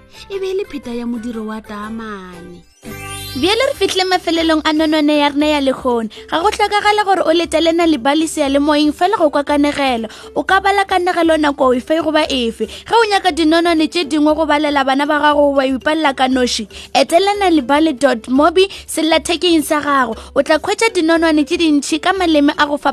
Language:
Northern Sotho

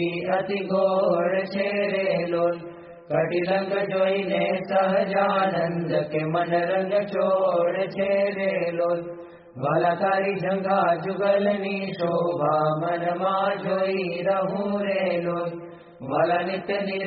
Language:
Gujarati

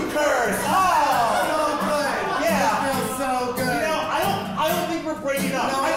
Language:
English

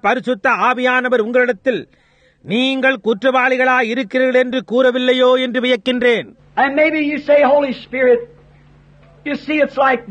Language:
Tamil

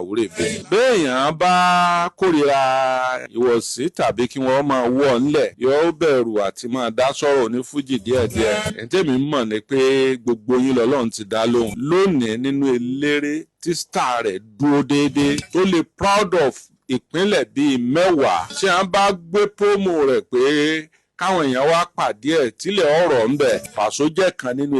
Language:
Yoruba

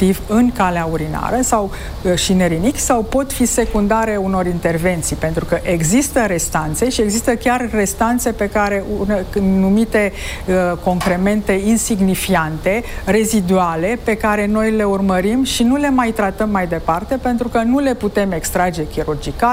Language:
Romanian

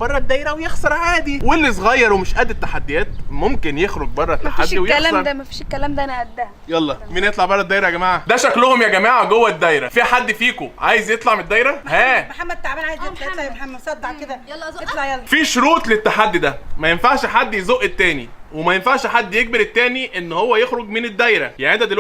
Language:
Egyptian Arabic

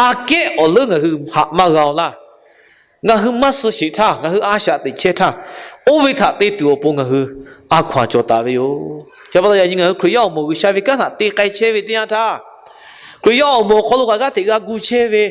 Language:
Lahu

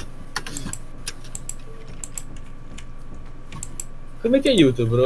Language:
Italian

